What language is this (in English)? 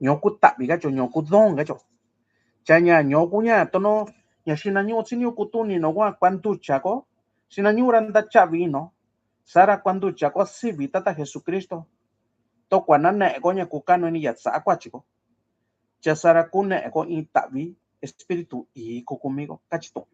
Mixtepec Mixtec